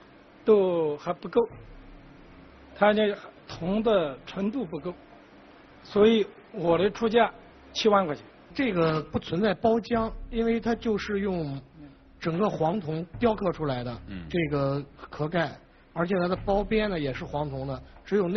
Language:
Chinese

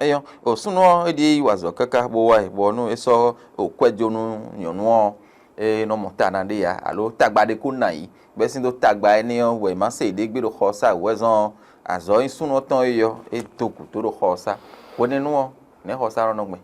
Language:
Fon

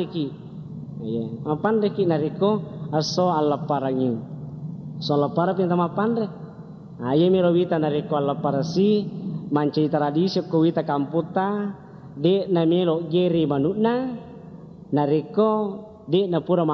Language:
Buginese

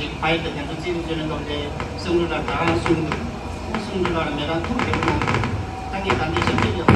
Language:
Tibetan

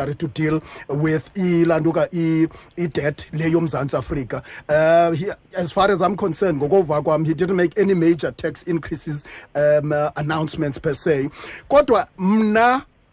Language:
Xhosa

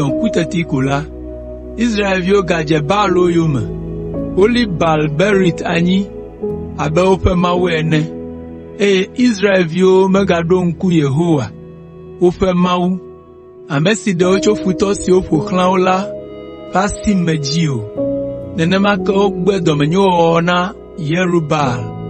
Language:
Ewe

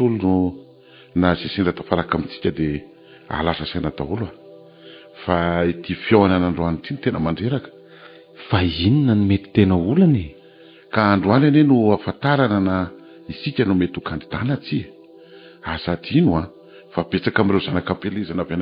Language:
Malagasy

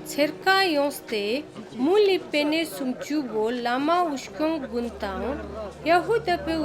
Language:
Ladakhi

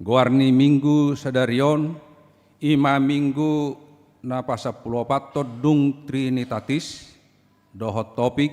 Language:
Batak Toba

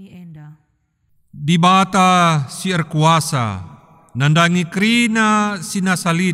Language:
Batak Karo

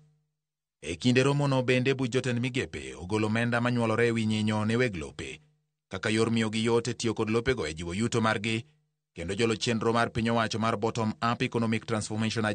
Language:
Luo (Kenya and Tanzania)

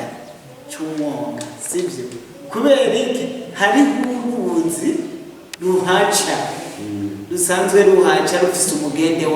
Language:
Rundi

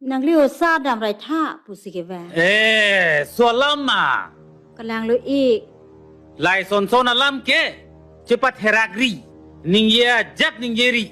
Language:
Karbi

